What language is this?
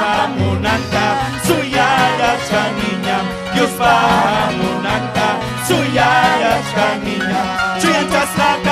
Ayacucho Quechua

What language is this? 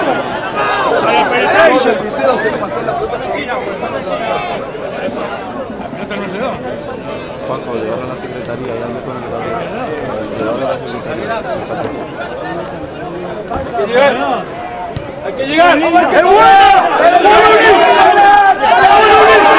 Spanish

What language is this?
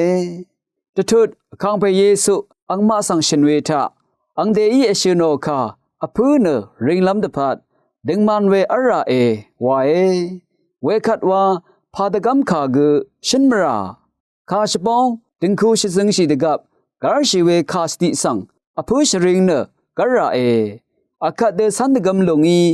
Rawang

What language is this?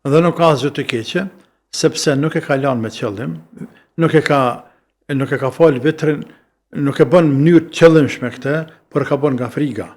Albanian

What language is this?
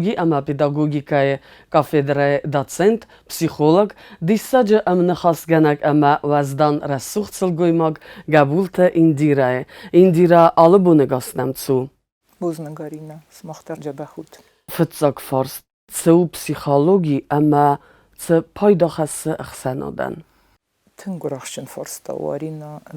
Ossetic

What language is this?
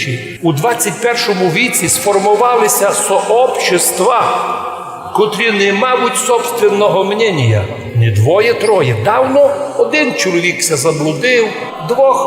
Rusyn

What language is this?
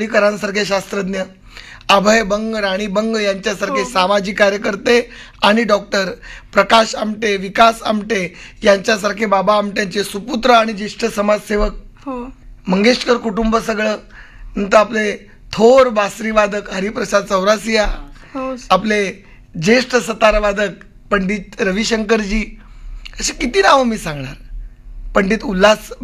Marathi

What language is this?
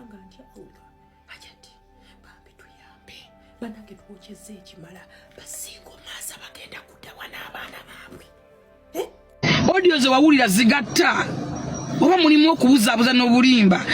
Ganda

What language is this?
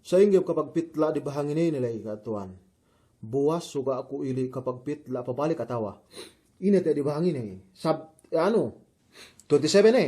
Yakan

